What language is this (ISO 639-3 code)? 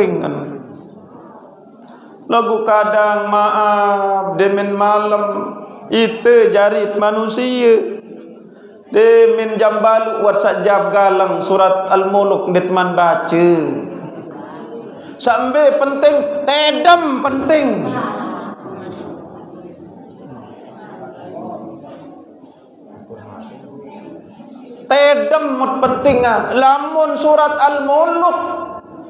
sas